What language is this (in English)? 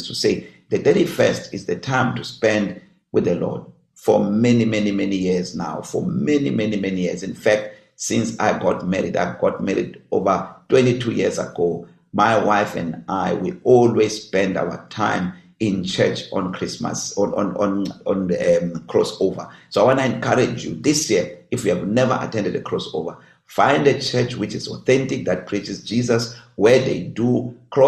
English